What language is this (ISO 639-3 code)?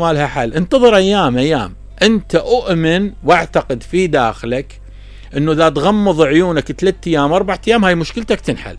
acm